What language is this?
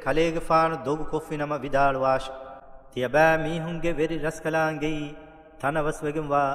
Divehi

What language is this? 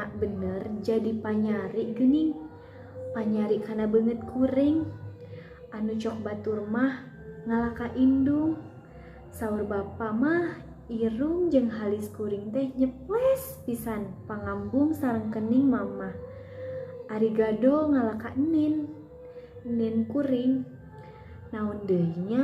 Sundanese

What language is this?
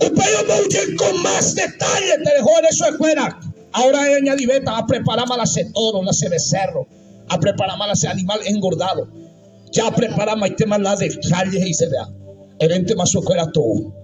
Guarani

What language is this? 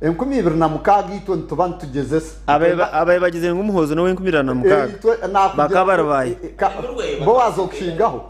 Nyankole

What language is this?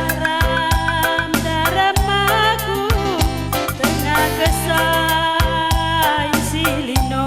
Batak Karo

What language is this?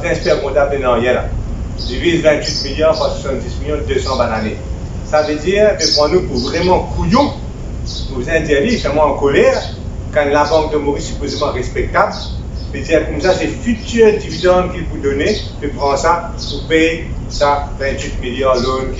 Morisyen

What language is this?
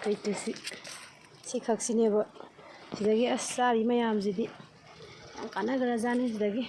Manipuri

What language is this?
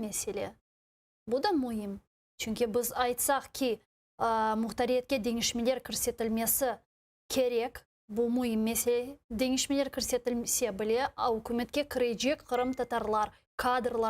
Crimean Tatar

